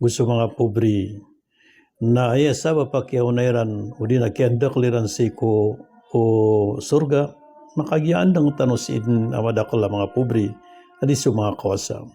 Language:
Maranao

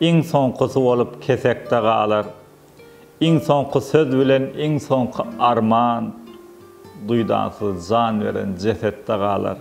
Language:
Turkmen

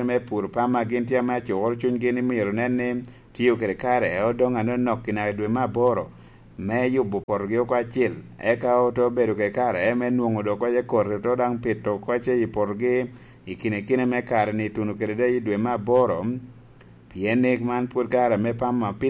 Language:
Lango (Uganda)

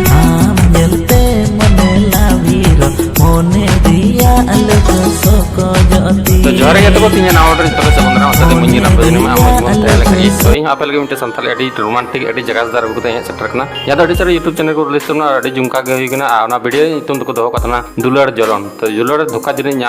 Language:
Santali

